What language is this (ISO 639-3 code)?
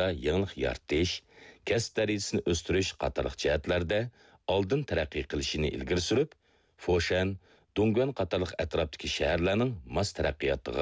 uig